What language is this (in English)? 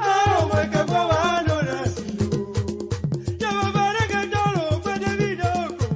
Ewe